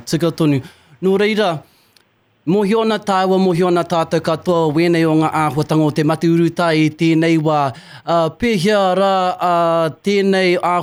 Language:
Māori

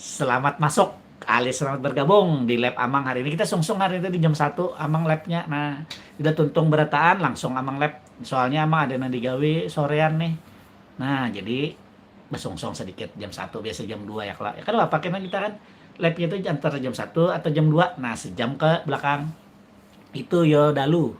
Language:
Banjar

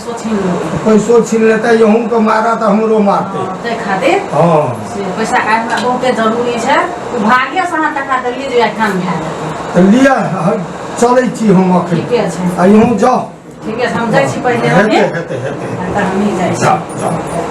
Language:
Maithili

